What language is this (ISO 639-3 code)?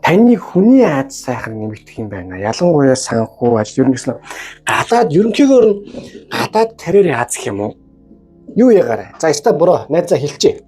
mon